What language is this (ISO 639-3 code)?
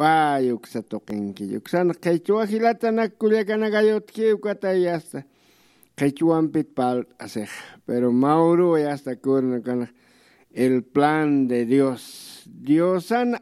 aym